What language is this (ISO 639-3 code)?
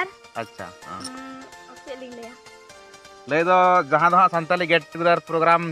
sat